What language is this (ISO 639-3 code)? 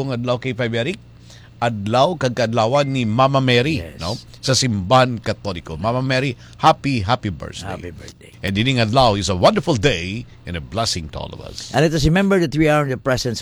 hil